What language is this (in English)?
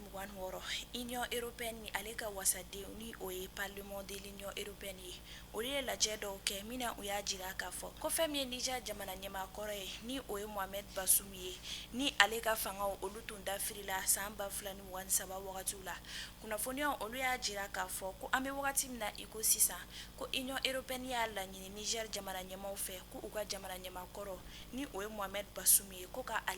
Bambara